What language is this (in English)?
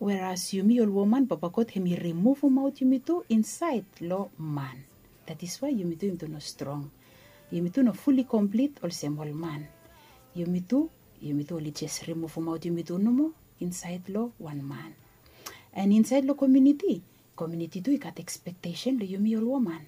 Bislama